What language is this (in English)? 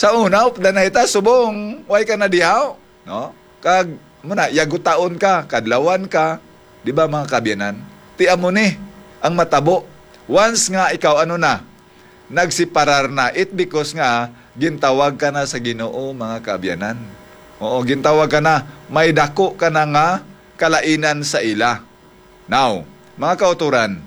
Hiligaynon